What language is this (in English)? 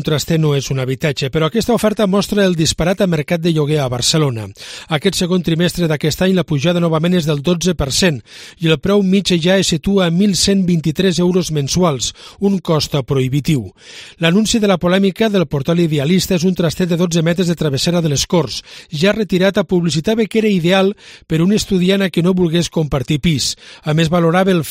Catalan